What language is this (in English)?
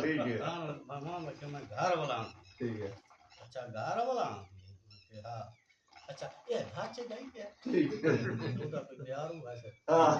Saraiki